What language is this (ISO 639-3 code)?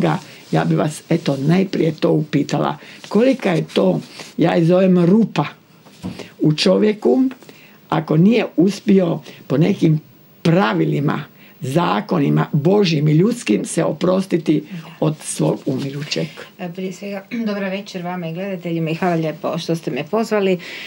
hrv